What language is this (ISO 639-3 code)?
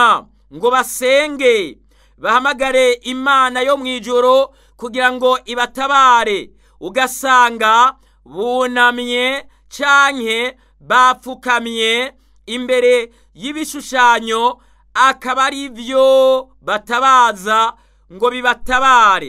run